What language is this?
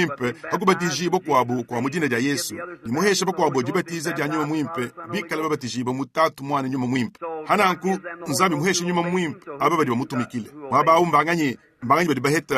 Luba-Lulua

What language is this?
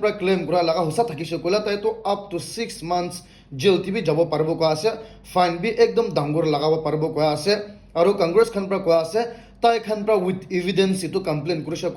Naga Pidgin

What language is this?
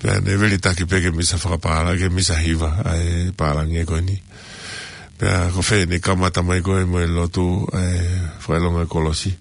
Tongan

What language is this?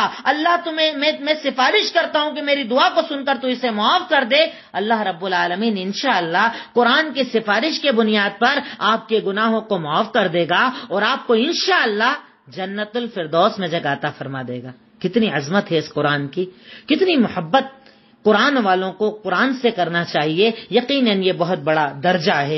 Urdu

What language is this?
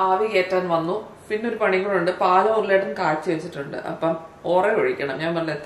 Malayalam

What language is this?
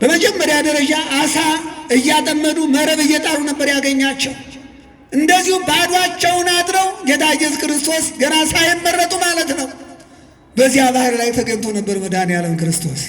Amharic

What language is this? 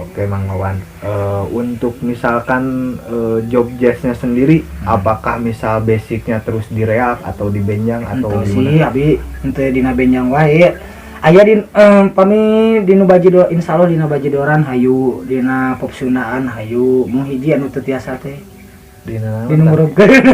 Sundanese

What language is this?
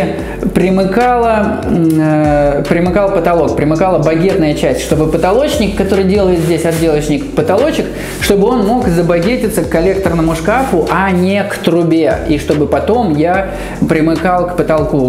Russian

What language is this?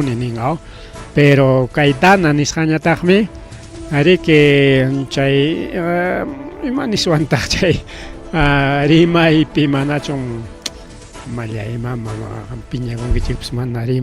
Ayacucho Quechua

